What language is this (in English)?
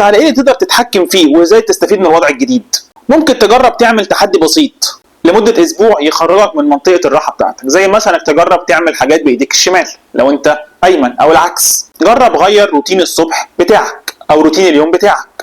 Egyptian Arabic